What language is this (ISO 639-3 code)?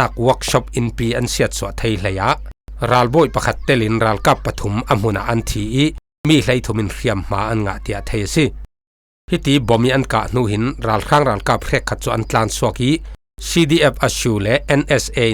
cfm